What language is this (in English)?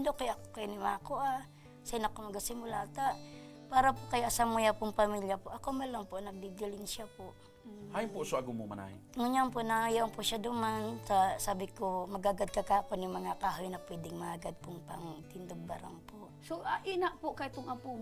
Bikol